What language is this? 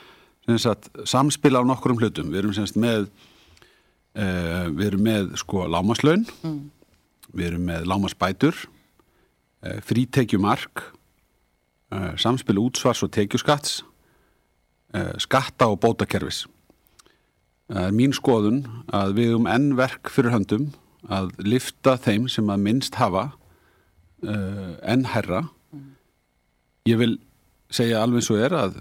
Icelandic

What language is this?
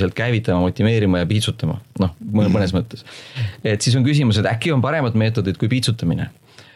Estonian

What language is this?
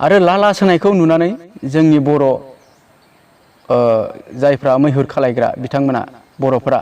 Bodo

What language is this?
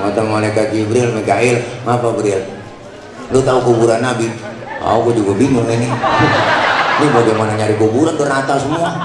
Betawi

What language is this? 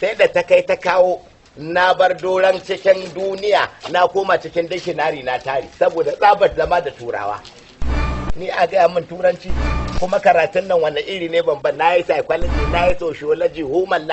Hausa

